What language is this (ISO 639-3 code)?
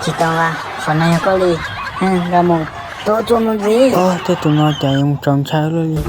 hmn